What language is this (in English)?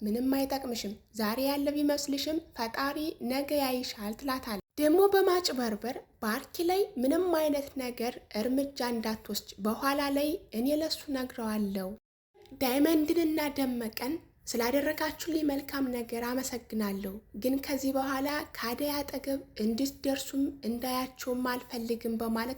Amharic